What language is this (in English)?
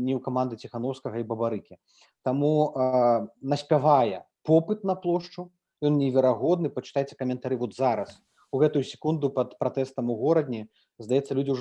Belarusian